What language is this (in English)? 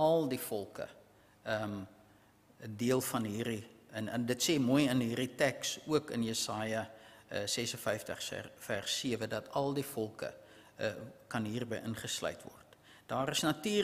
Afrikaans